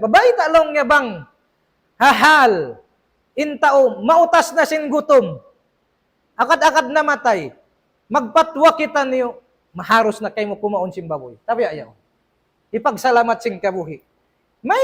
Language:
Tausug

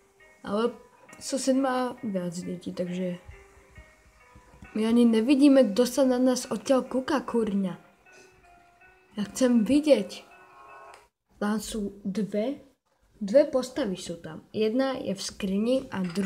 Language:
Slovak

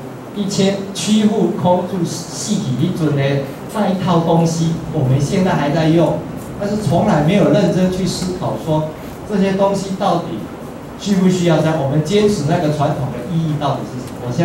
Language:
Chinese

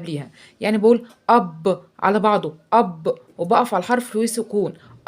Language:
Egyptian Arabic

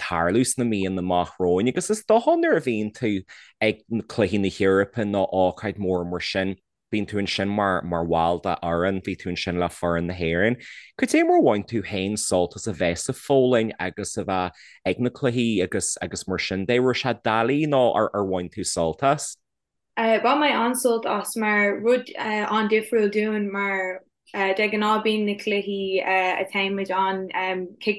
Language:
Irish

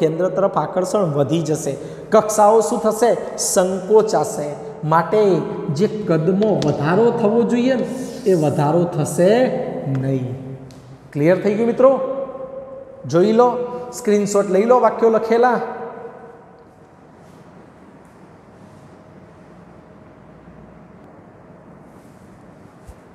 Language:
Gujarati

